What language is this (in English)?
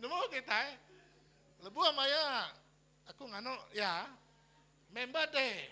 Iban